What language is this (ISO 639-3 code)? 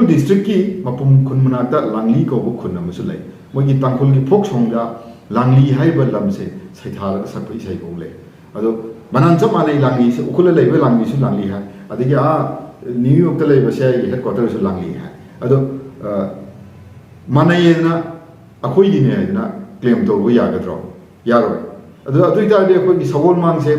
mni